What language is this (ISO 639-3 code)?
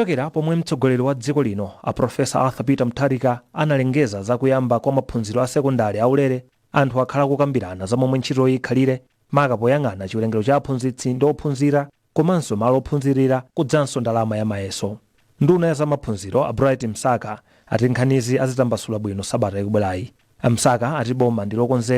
nya